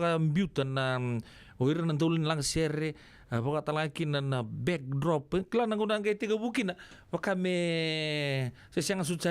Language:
Fijian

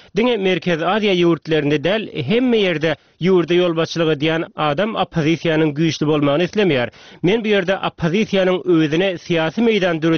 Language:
Turkmen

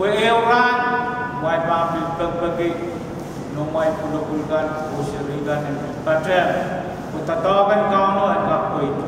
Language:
Pohnpeian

